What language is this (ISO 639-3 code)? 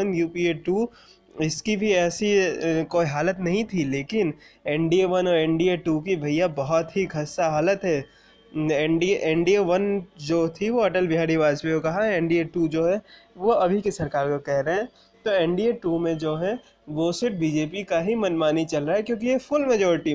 hin